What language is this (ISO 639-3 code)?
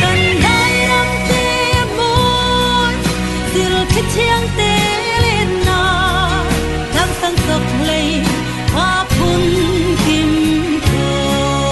cfm